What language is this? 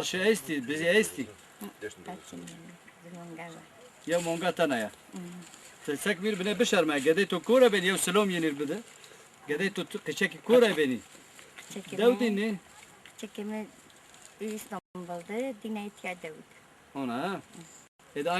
Zaza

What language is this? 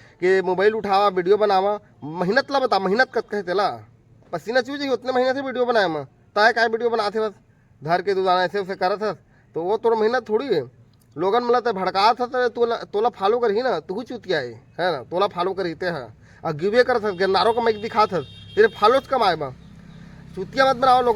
Chhattisgarhi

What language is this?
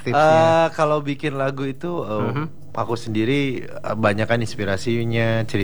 Indonesian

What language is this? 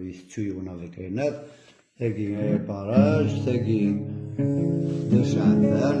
Kabyle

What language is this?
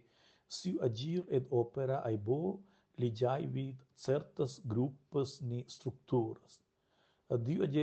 Romansh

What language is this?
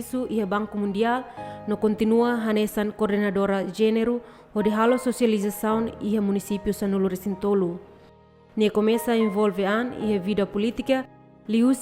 Tetum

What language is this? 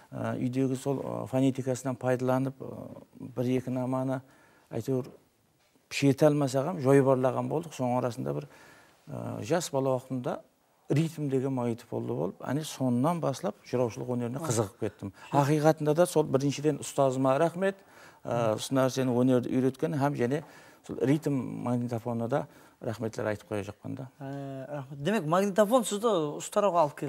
Kara-Kalpak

